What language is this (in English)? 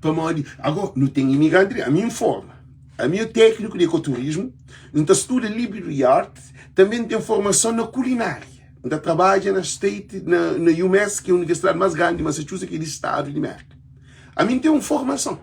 Kabuverdianu